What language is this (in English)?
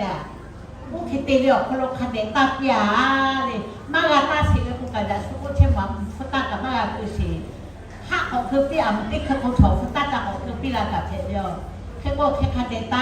Lahu